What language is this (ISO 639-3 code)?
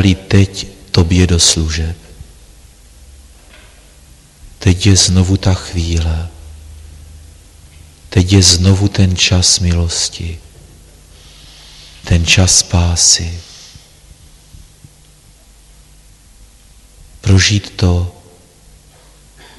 ces